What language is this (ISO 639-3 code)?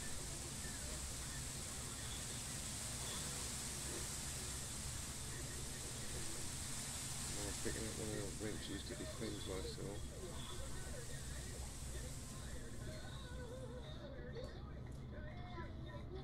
eng